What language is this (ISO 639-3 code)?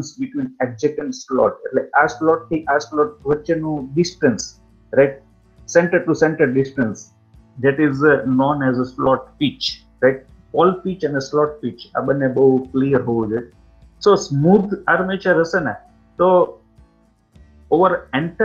guj